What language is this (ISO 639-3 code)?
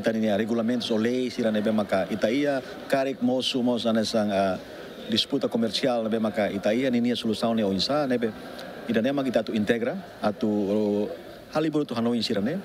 tet